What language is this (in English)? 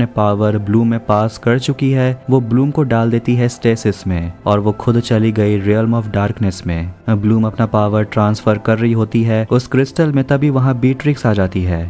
Hindi